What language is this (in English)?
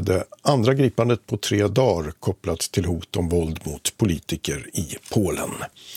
Swedish